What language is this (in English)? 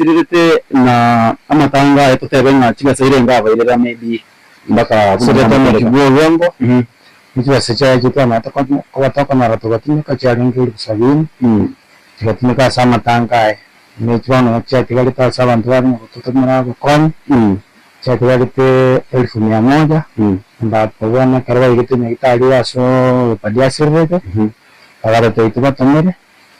Gusii